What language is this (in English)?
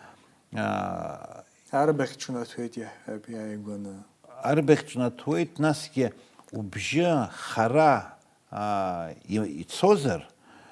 Abkhazian